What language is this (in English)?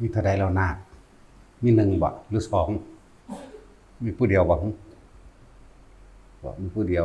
Northeastern Thai